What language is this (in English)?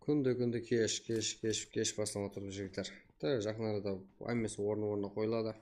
Kara-Kalpak